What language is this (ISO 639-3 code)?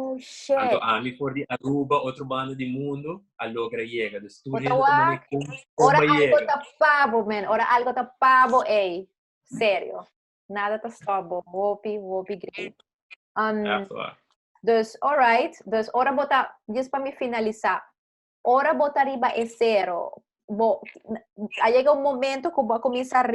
pap